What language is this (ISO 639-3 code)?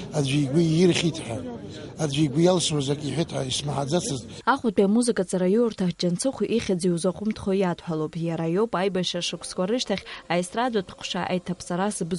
abk